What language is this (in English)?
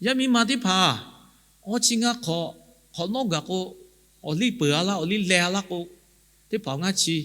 Lahu